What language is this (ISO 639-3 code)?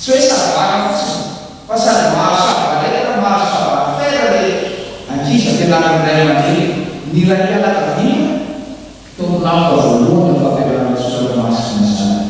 mlg